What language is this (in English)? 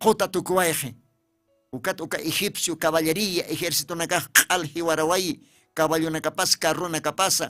Aymara